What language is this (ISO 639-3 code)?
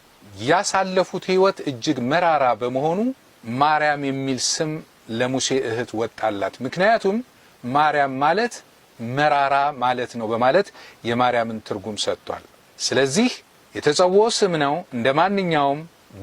amh